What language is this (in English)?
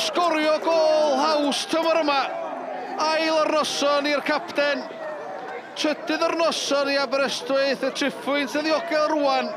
Welsh